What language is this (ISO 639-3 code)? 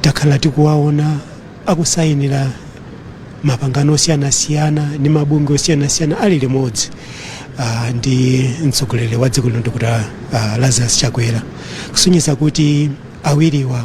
nya